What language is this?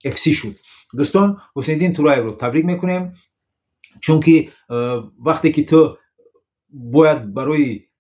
Tajik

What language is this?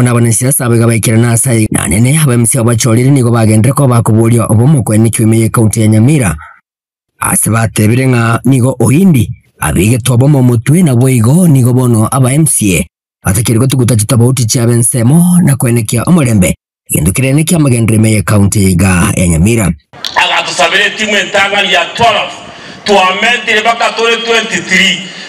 Gusii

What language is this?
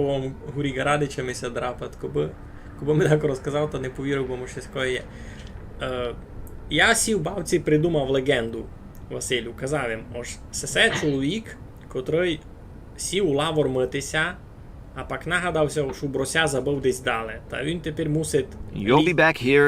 Rusyn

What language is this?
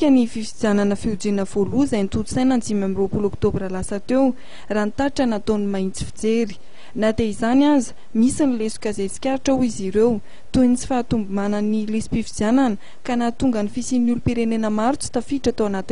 Malagasy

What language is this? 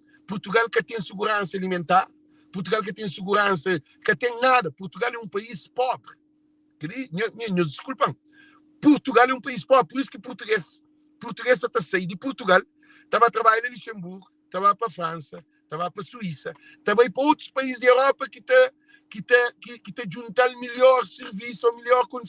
Kabuverdianu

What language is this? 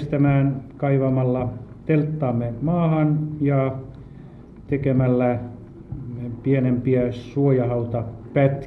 Finnish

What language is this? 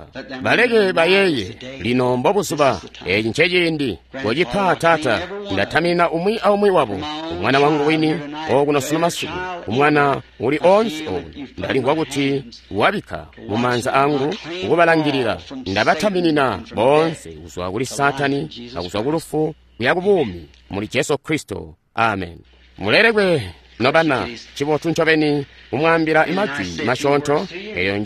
Tonga (Zambia)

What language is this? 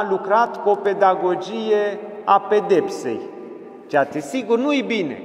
Romanian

